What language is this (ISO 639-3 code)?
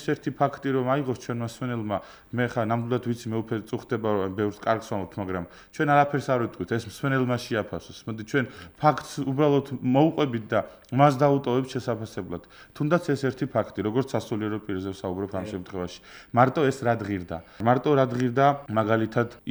kat